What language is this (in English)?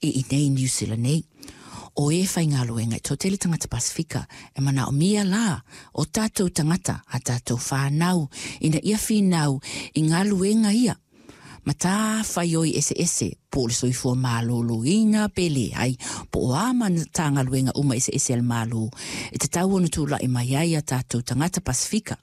Samoan